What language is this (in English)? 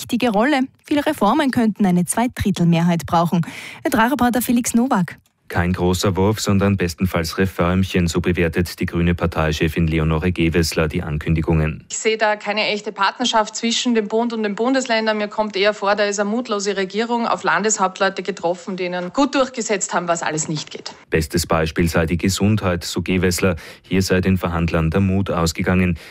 German